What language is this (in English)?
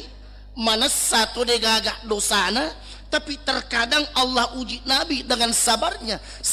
Buginese